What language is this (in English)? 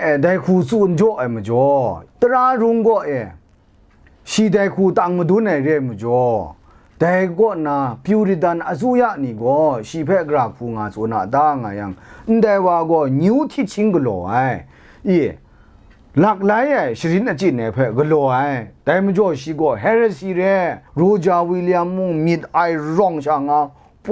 Kachin